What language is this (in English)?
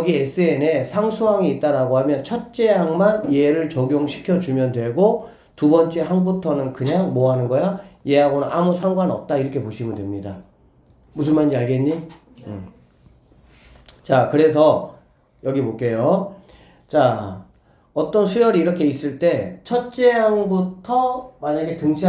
Korean